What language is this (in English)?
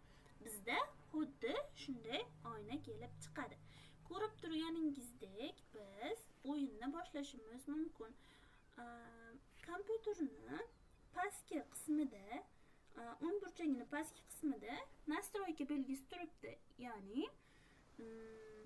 Uzbek